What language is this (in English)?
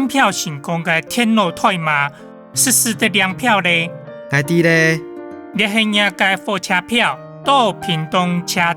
Hakka Chinese